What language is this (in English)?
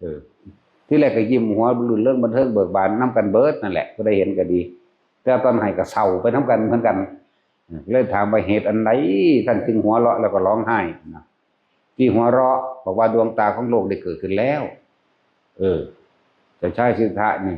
Northeastern Thai